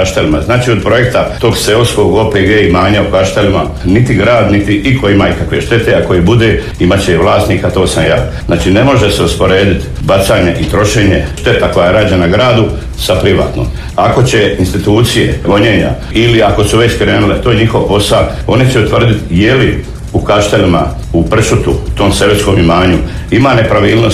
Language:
Croatian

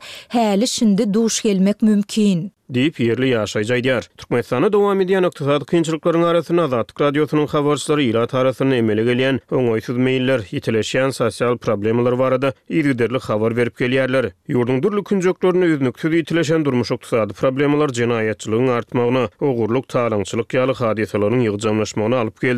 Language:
Turkmen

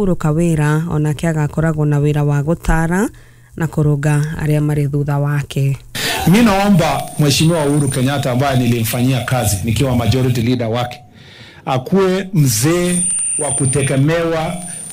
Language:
Kikuyu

